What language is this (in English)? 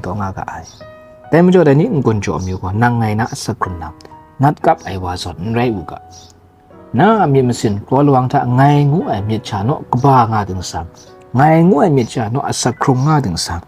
Kachin